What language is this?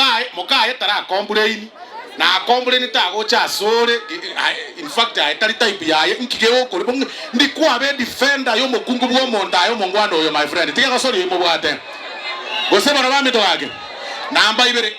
Gusii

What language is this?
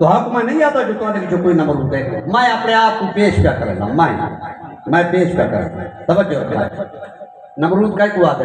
Saraiki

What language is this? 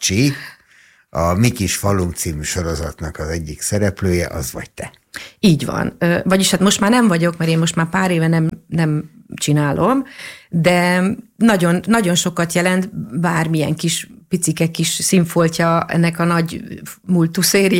Hungarian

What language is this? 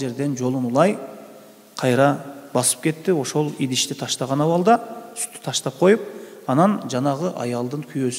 Kyrgyz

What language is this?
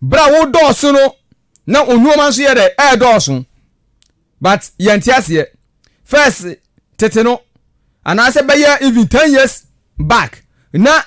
Akan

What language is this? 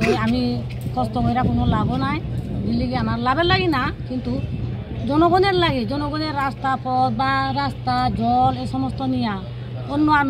Kok Borok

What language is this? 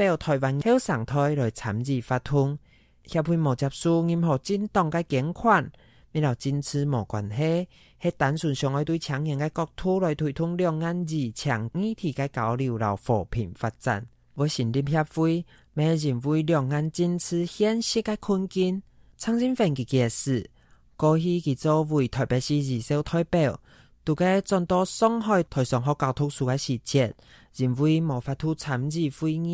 Hakka Chinese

